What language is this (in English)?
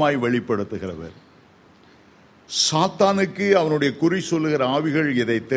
Tamil